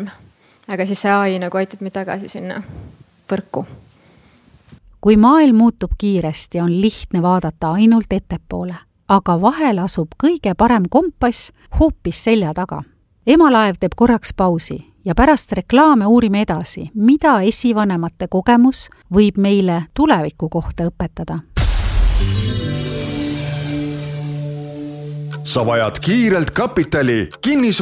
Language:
Estonian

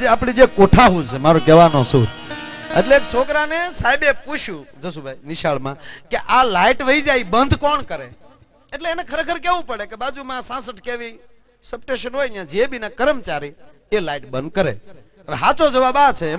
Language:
Gujarati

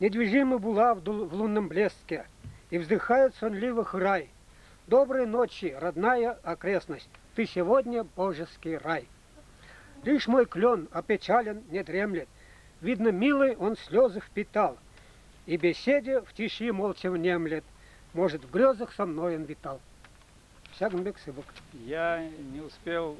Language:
Chuvash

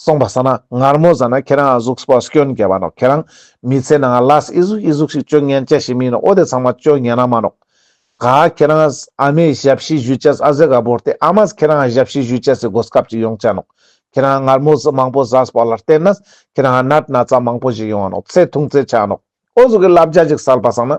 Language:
Ladakhi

